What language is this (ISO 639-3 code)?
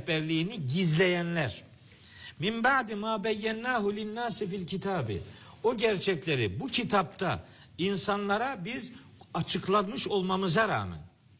tur